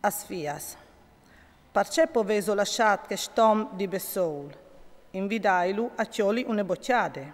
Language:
Friulian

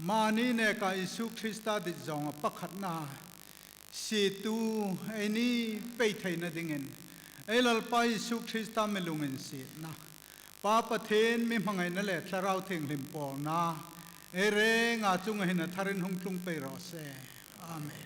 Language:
Hmar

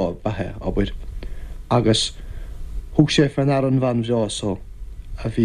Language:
Irish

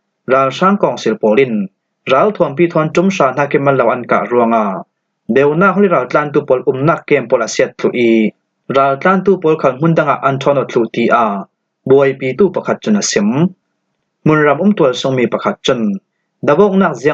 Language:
Falam Chin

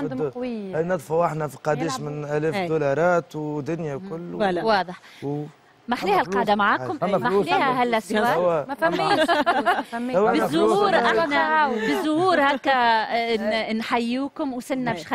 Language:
Tunisian Arabic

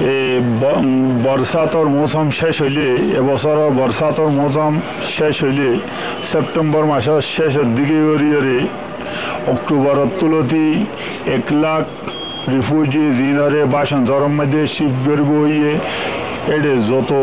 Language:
Rohingya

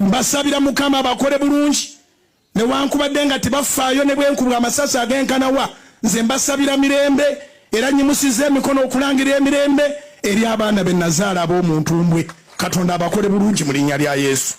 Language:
Ganda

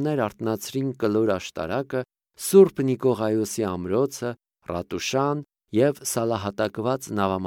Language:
Armenian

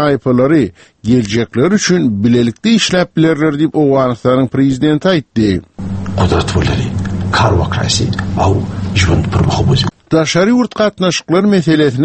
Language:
Turkmen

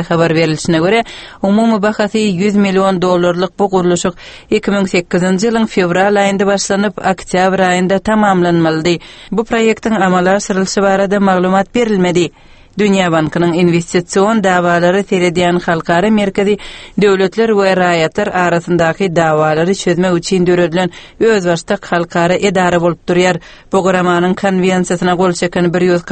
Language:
Turkmen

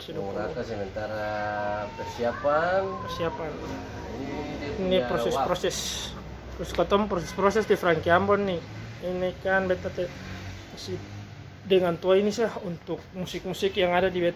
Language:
Ambonese Malay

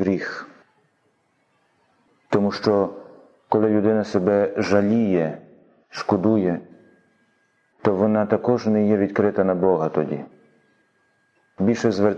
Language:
Ukrainian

